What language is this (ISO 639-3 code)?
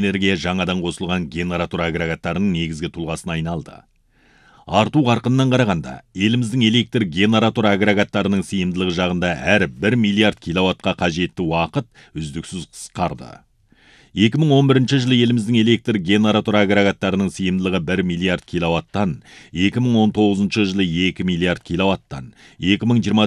kaz